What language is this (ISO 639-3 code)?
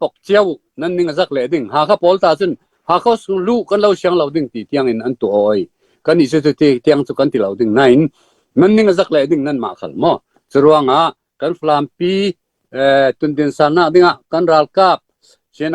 cfm